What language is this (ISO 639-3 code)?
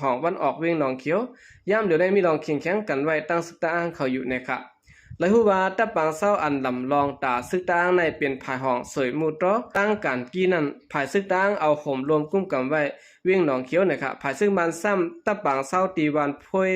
shn